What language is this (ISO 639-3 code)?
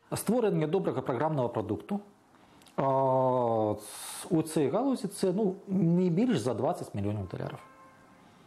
ukr